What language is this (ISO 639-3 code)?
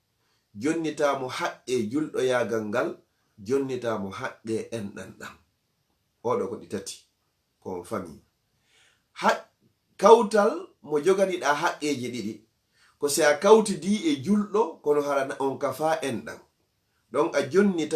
ful